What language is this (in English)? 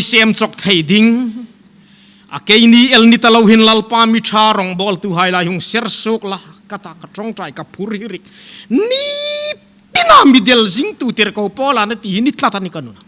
Hmar